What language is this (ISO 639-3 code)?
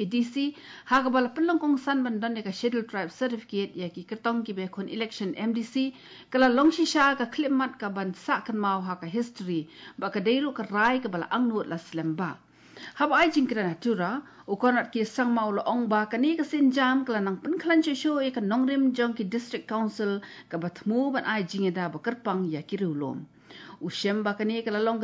kha